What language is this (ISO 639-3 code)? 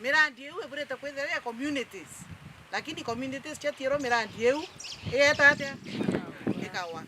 mer